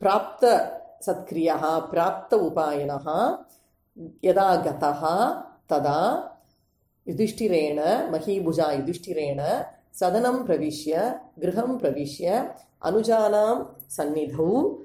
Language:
Sanskrit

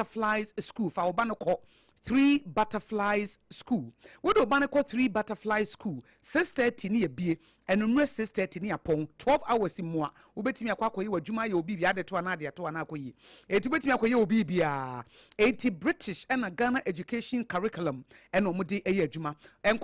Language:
Akan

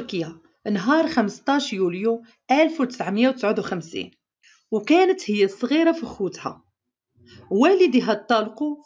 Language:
Moroccan Arabic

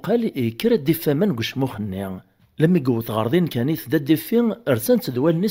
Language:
Kabyle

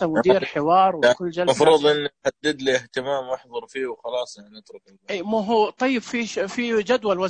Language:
Najdi Arabic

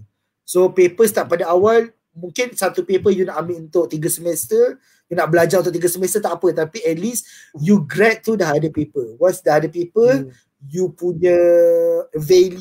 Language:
Malay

